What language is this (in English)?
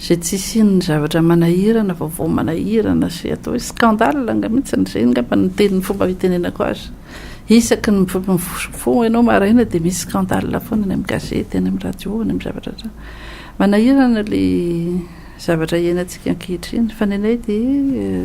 Malagasy